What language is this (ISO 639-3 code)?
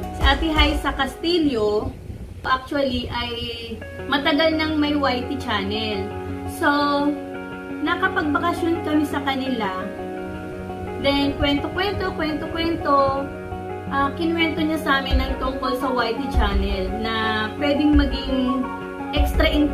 fil